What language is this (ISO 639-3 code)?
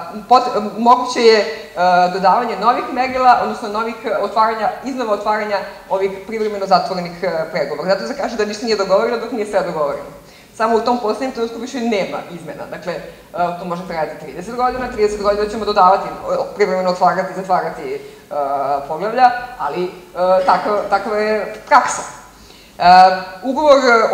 srp